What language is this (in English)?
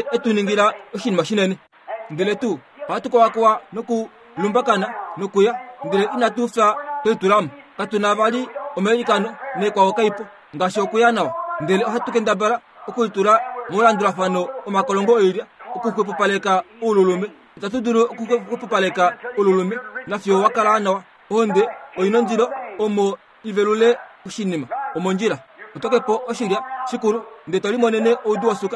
Kuanyama